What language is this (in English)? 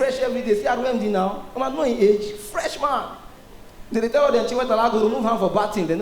Nigerian Pidgin